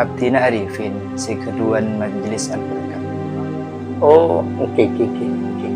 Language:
Madurese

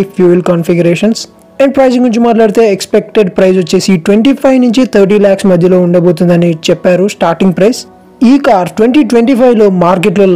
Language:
Telugu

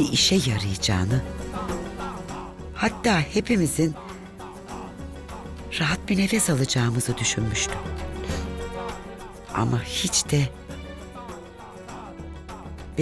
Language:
Turkish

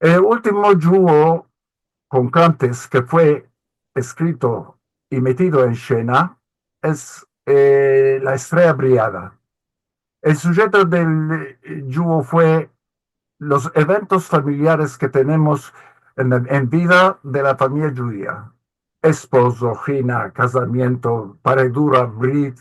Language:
Ladino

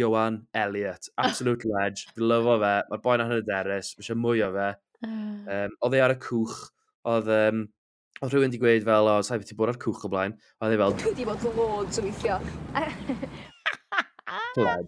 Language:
Welsh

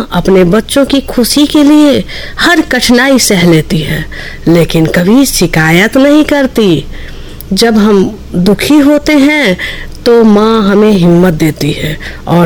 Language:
Hindi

